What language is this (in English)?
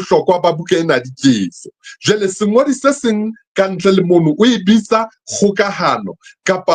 Southern Sotho